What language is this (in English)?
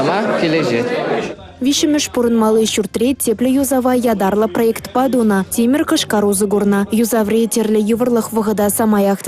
Chuvash